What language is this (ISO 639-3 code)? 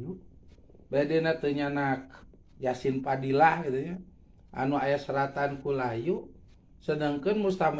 sun